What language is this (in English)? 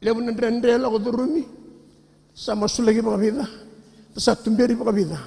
Fijian